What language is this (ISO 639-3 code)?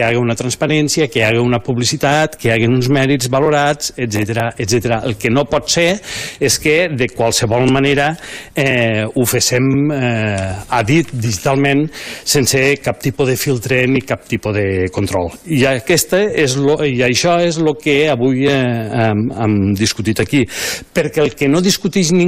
cat